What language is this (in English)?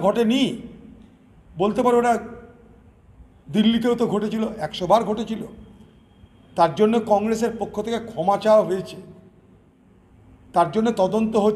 Bangla